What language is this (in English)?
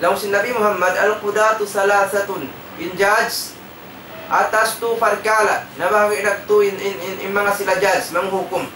Tausug